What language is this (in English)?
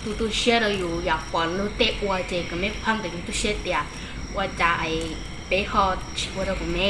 Hmong